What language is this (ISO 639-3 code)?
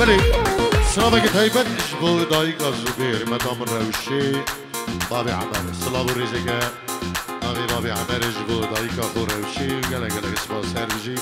kur